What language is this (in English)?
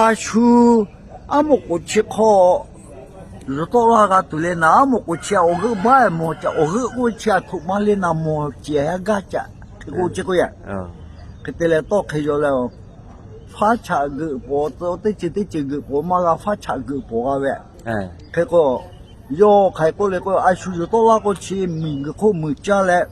Lahu